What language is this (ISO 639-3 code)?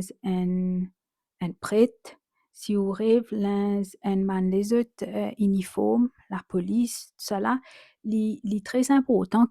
mfe